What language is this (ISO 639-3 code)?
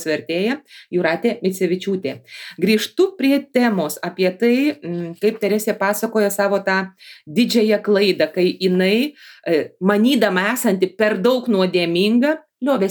lit